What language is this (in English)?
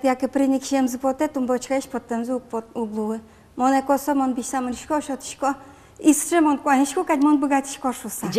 Udmurt